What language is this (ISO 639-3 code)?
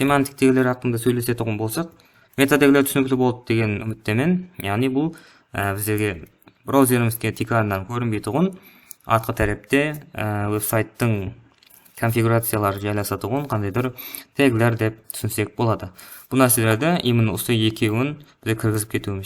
kaa